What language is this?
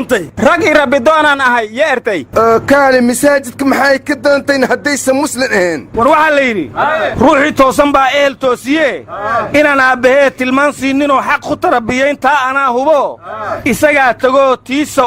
Somali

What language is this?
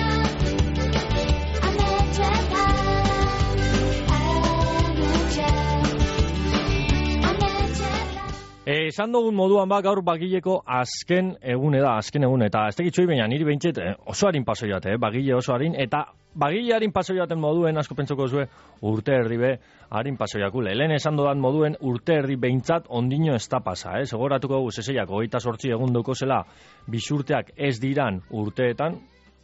Basque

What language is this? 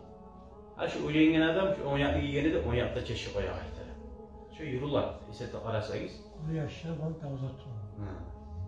Kumyk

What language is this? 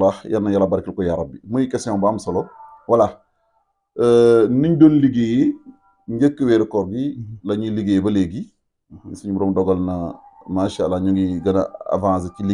Wolof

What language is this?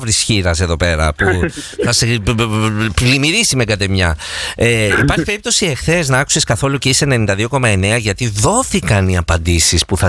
Greek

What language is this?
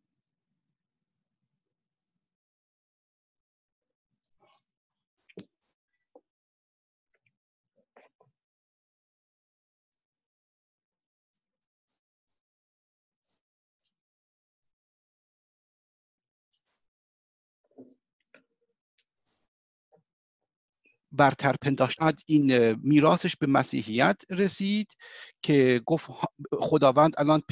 Persian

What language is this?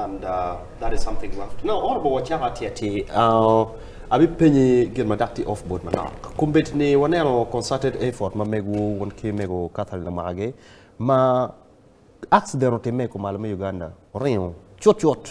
Acoli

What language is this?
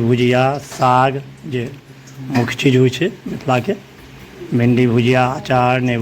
Maithili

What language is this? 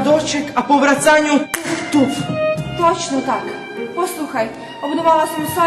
Rusyn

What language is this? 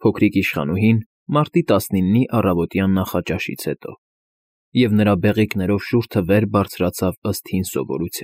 Armenian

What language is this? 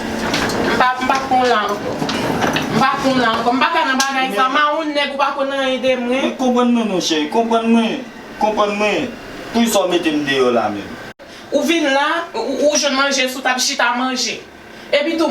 Haitian Creole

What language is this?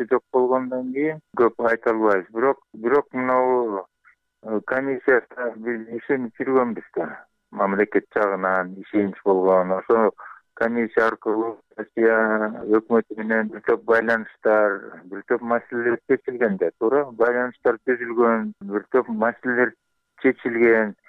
Kyrgyz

